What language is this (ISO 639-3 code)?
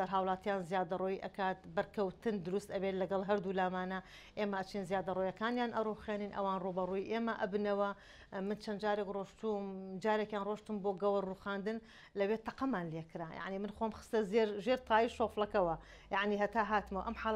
ckb